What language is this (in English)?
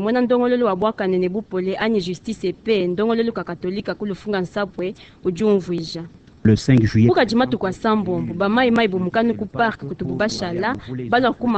Luba-Lulua